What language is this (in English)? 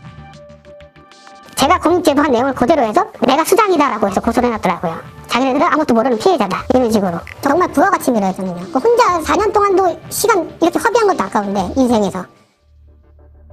Korean